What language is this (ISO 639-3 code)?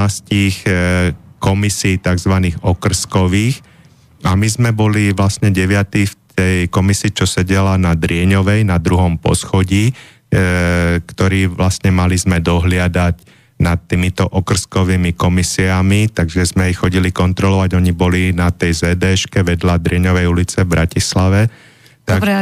slk